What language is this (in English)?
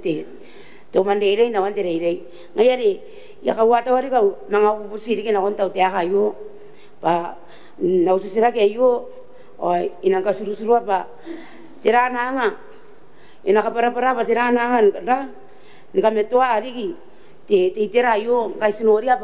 Gilbertese